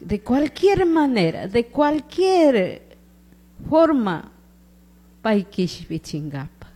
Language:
Chimborazo Highland Quichua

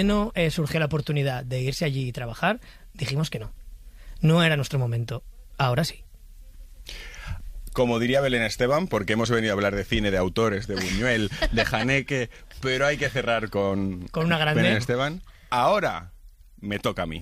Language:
Spanish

